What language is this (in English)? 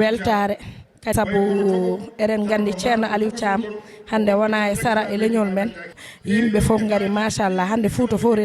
Fula